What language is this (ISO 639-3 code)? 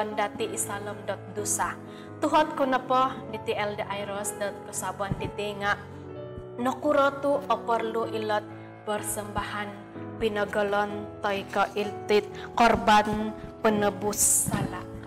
dtp